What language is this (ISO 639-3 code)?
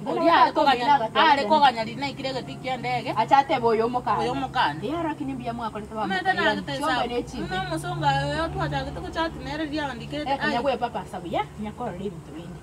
guz